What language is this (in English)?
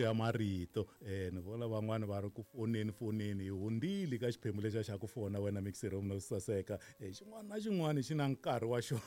Tsonga